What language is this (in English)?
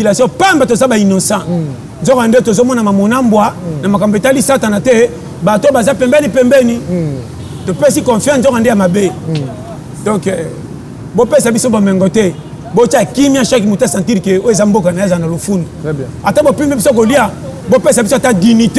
Lingala